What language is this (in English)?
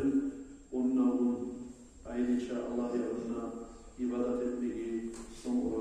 Kumyk